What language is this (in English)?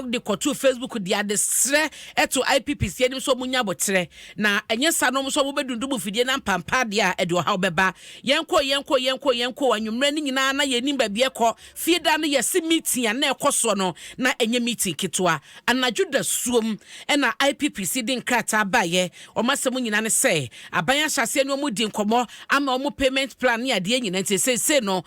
Akan